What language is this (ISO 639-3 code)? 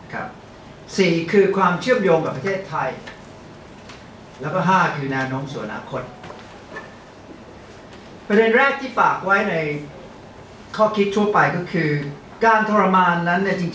tha